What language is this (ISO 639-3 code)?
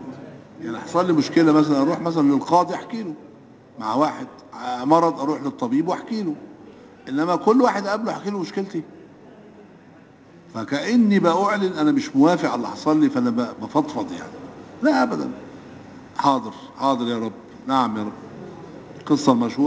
arz